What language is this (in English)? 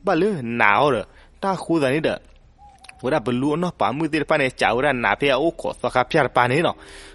S'gaw Karen